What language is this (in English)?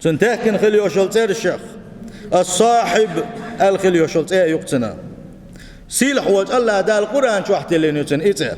Chechen